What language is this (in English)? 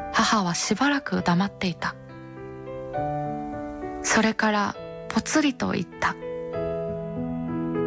Japanese